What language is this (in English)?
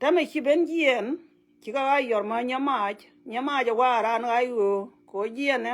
Nuer